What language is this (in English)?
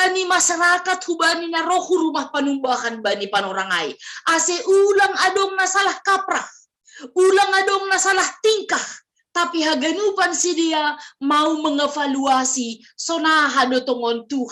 Batak Simalungun